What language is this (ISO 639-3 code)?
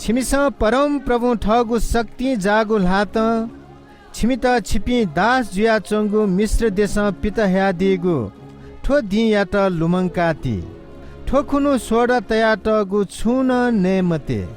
new